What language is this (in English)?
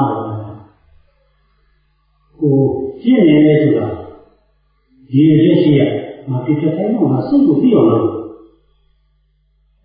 Burmese